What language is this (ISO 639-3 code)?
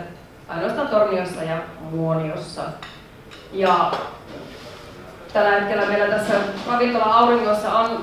fin